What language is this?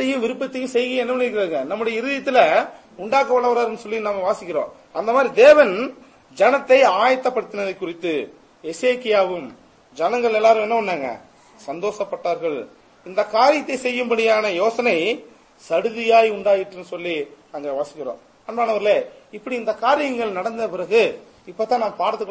Tamil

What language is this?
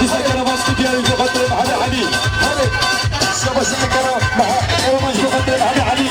Kurdish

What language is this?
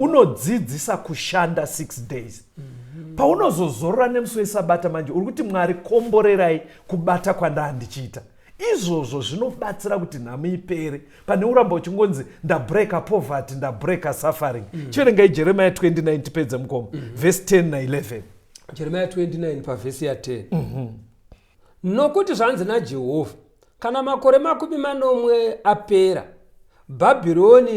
Shona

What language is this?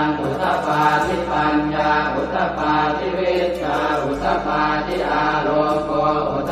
Pali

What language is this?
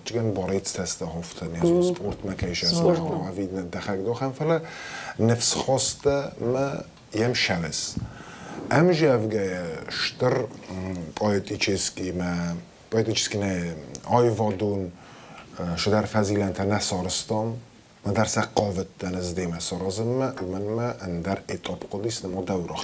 Ossetic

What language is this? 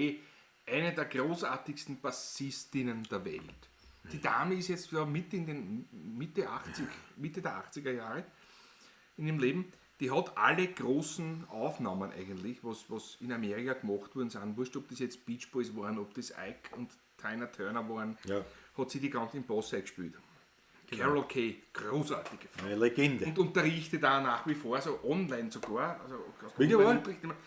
Bavarian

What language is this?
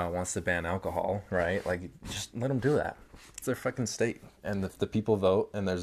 English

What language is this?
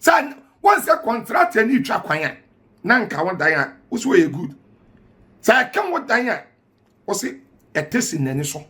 Akan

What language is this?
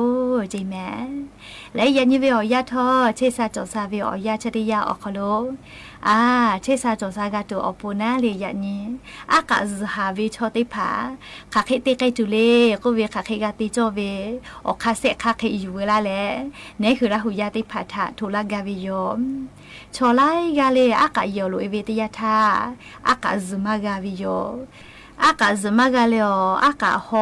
Lahu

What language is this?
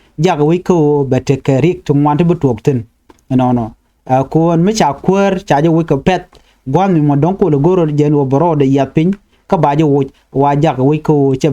Nuer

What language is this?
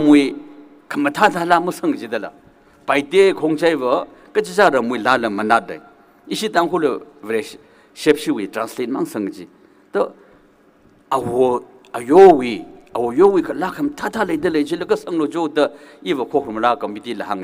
Tangkhul Naga (India)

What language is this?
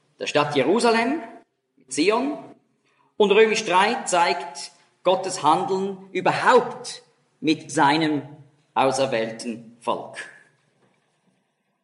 German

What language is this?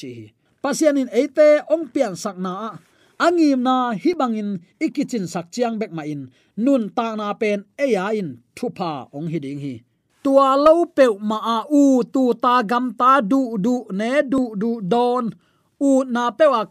Tedim Chin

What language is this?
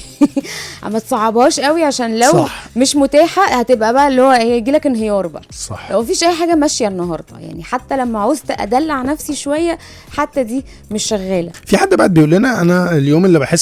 Egyptian Arabic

